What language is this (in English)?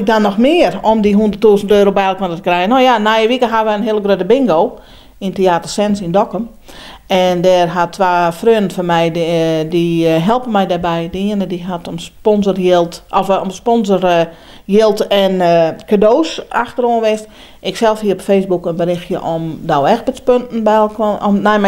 Western Frisian